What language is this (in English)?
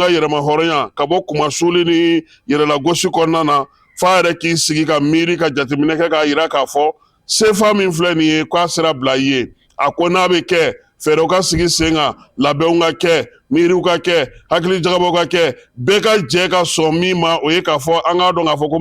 Bambara